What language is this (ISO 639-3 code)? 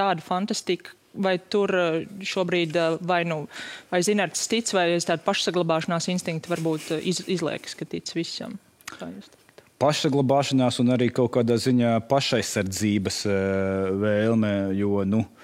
lav